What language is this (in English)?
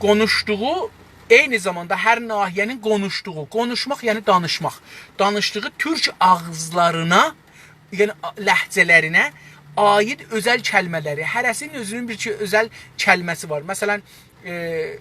South Azerbaijani